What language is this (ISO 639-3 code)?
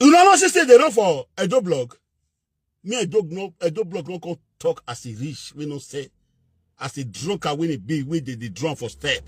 pcm